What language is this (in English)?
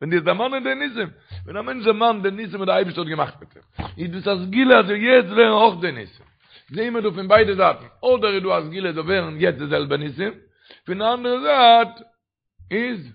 Yiddish